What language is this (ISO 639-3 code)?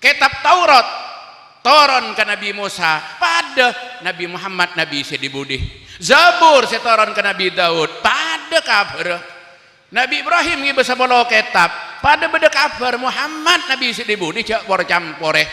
mad